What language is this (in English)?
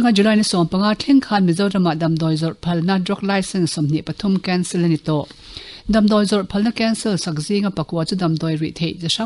Mizo